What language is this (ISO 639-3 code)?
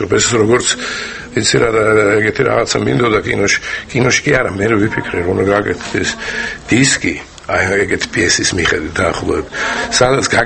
kat